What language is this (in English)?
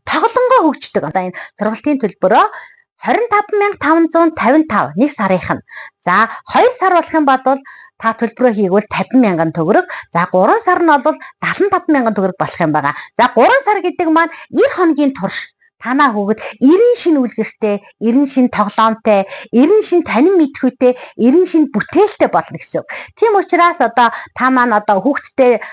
Mongolian